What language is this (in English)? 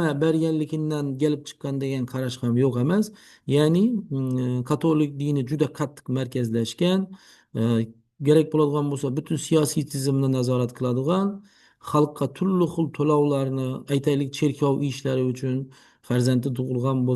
Uzbek